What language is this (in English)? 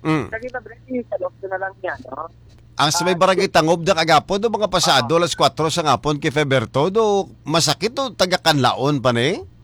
Hiligaynon